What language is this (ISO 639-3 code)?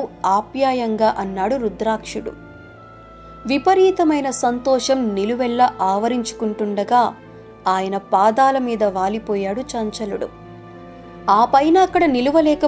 tel